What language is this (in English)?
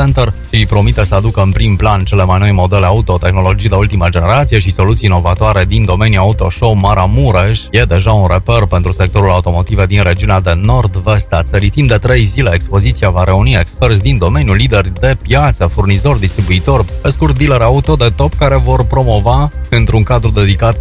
Romanian